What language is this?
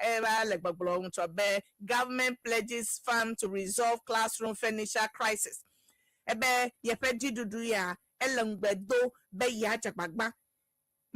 Ewe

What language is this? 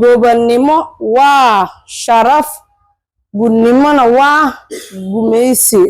Somali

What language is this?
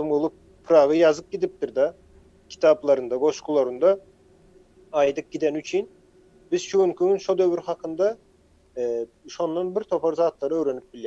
Turkmen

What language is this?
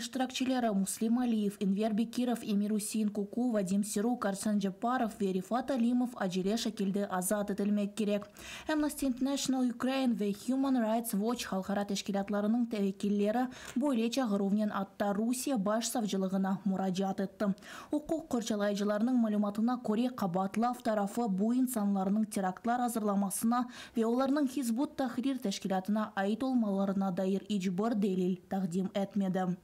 Crimean Tatar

